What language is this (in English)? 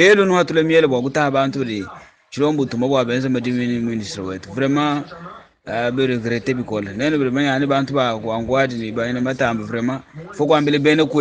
Luba-Lulua